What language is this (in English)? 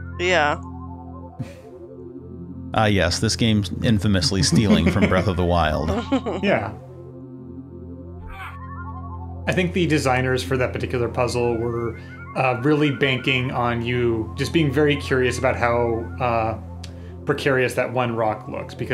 English